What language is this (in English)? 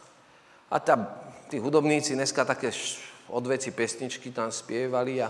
Slovak